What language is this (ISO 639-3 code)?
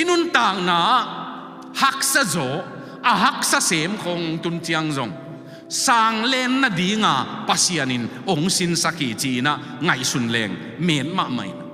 ctd